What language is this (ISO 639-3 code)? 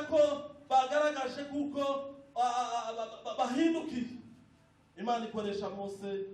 kin